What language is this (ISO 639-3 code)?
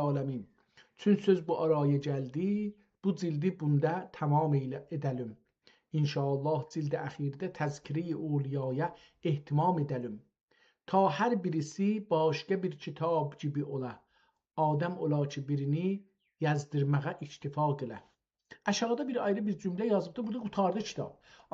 azb